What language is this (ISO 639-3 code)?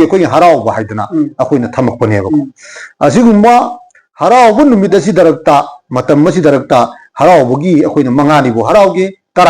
mni